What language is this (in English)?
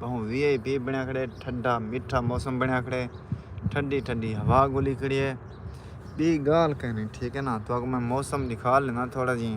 Saraiki